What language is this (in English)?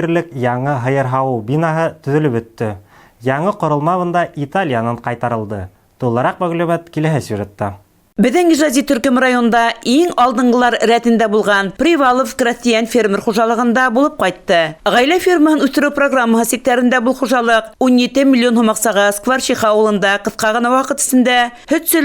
Bashkir